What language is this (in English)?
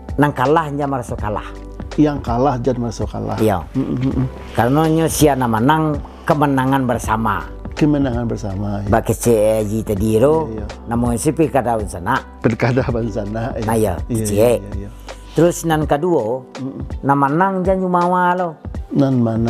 Minangkabau